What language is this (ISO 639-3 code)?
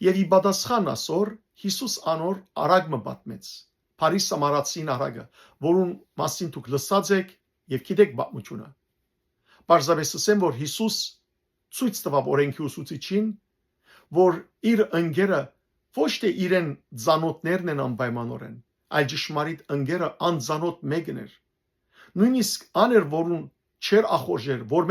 hyw